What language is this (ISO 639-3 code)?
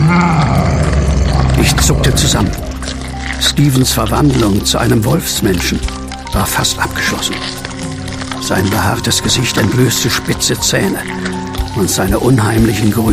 deu